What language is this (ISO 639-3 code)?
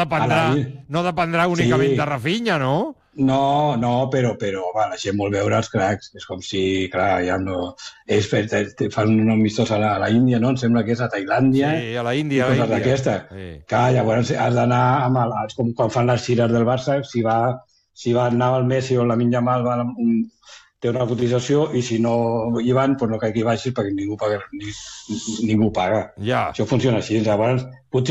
cat